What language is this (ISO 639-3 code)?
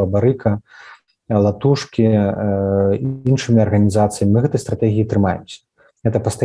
bel